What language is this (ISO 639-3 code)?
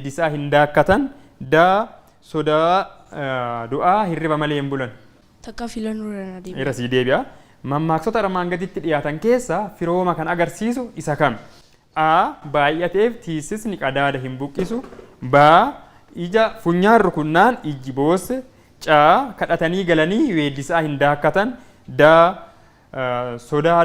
orm